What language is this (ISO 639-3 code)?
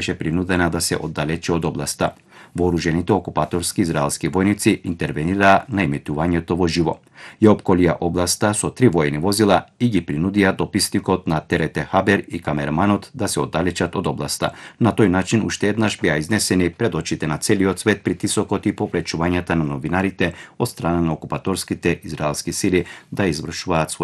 mkd